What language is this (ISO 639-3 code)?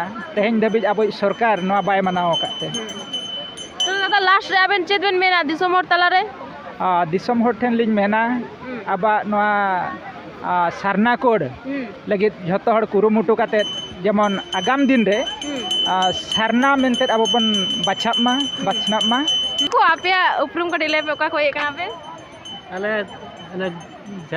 sat